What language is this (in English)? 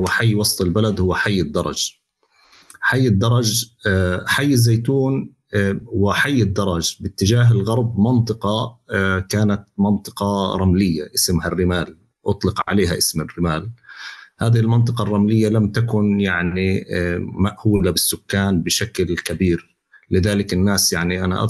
North Levantine Arabic